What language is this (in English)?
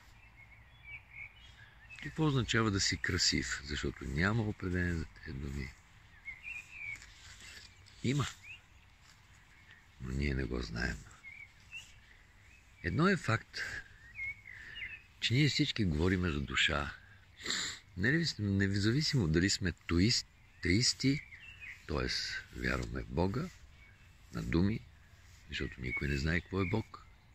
Bulgarian